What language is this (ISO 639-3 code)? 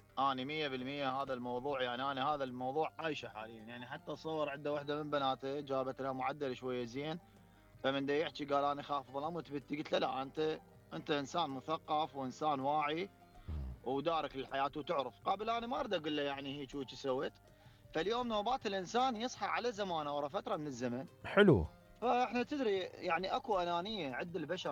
acm